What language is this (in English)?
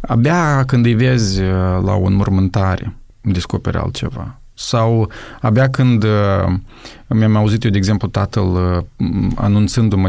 Romanian